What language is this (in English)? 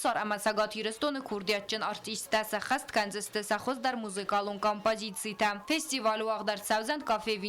Ossetic